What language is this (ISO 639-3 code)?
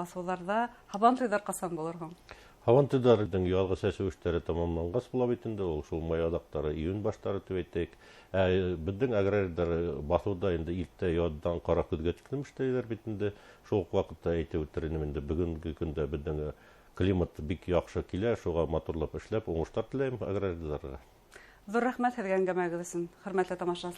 bak